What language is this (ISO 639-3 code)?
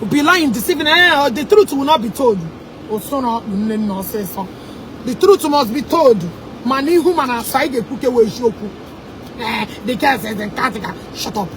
ibo